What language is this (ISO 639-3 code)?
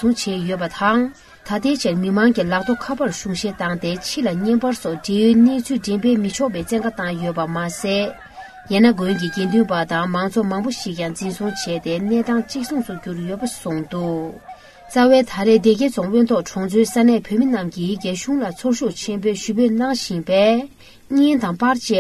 bod